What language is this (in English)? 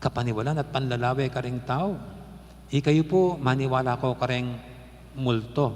Pampanga